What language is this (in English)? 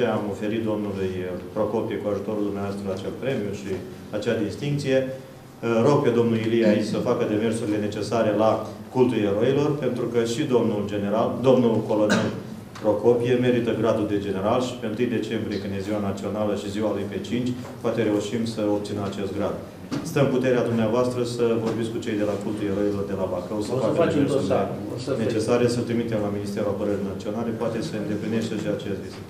Romanian